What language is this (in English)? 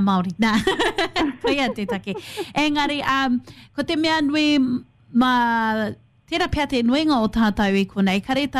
Māori